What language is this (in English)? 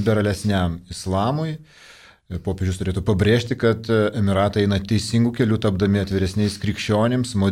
Lithuanian